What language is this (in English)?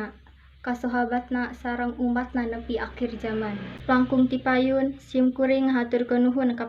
Sundanese